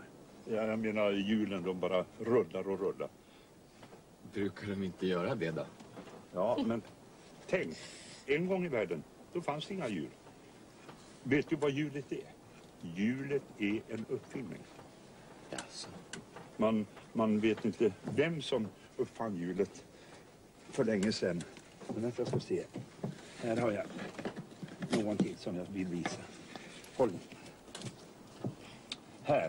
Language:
Swedish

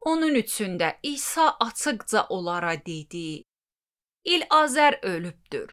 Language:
Azerbaijani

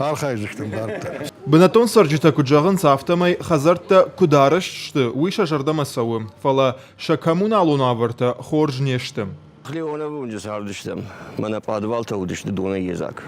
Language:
Ossetic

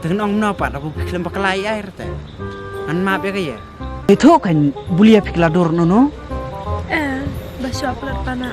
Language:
Khasi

